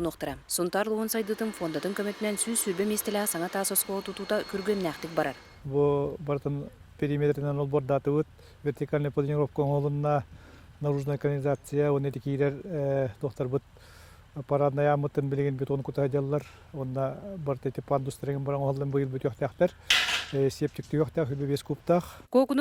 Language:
Yakut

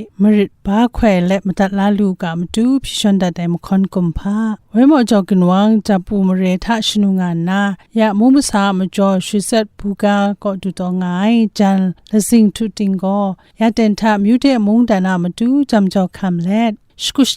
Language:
Kachin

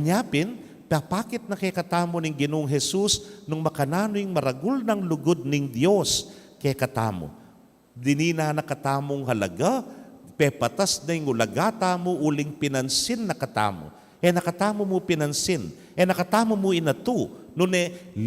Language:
Pampanga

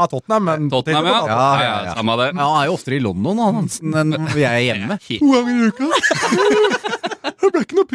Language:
Norwegian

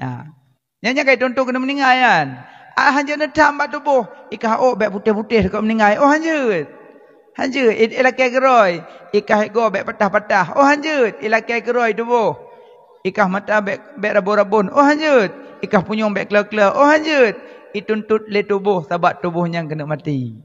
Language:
Achinese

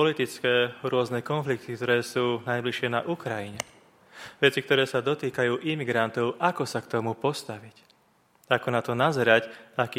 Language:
Slovak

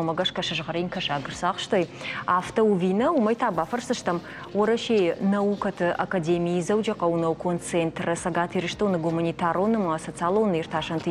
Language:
Ossetic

